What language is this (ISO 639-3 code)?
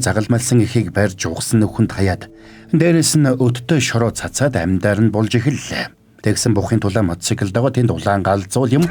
mon